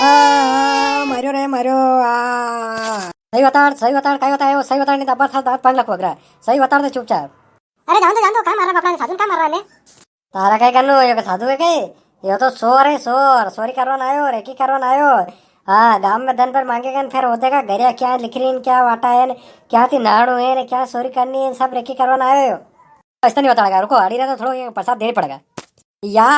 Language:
Rajasthani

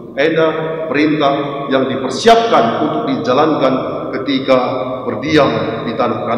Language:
Batak Karo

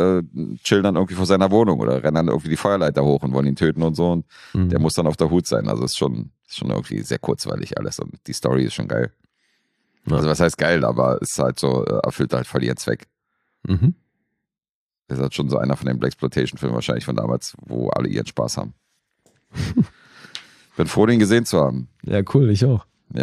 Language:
German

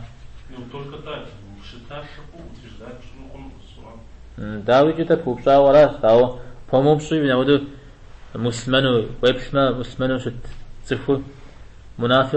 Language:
Kabardian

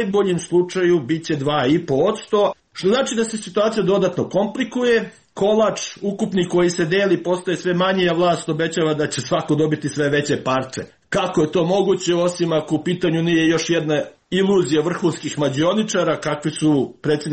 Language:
Serbian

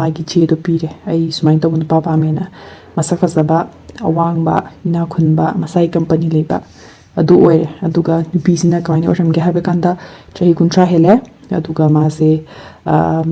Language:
Manipuri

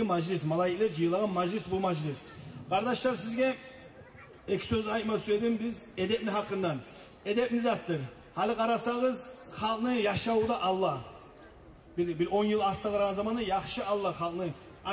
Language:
Kumyk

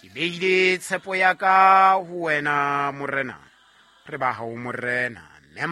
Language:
Southern Sotho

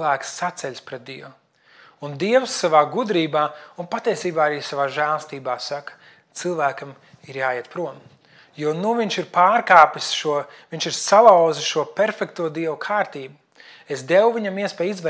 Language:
Latvian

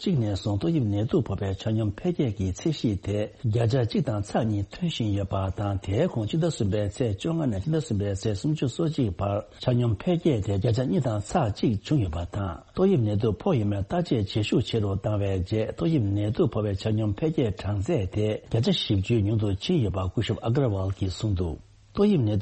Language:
Tibetan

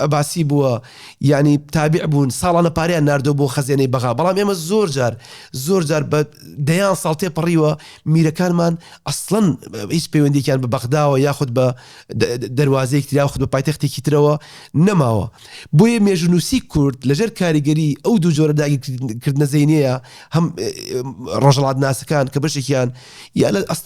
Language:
Central Kurdish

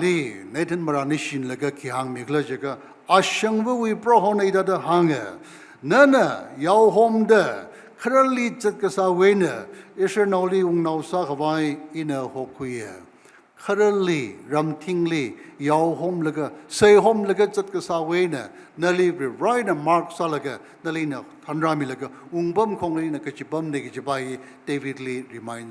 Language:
Tangkhul Naga (India)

